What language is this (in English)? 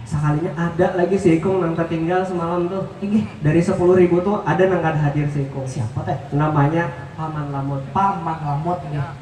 Banjar